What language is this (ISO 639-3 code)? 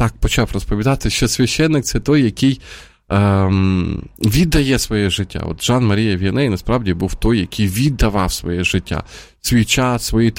ukr